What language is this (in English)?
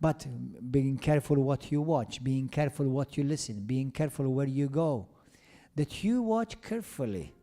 English